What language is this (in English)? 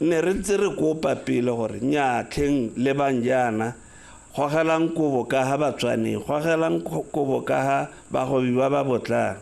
Tswana